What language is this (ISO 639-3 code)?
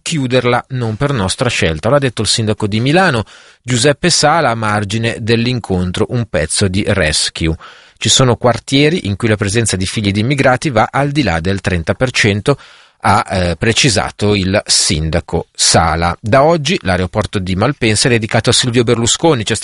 ita